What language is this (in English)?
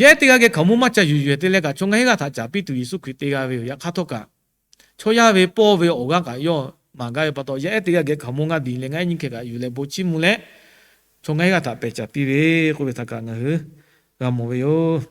Lahu